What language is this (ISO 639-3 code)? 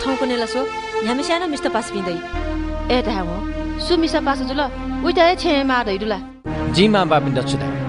new